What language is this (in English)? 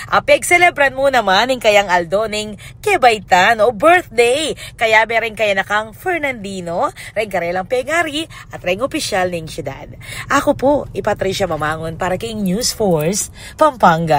Pampanga